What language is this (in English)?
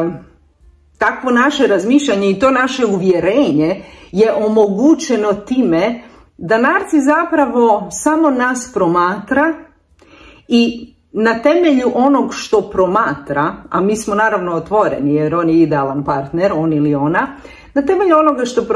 Croatian